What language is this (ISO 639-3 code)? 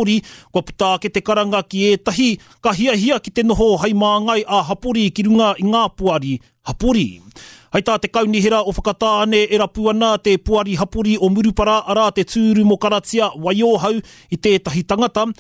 mri